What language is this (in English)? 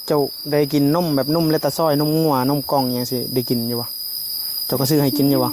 Northeastern Thai